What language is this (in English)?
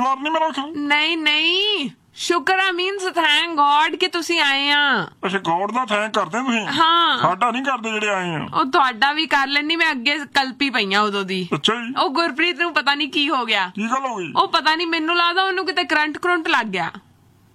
Punjabi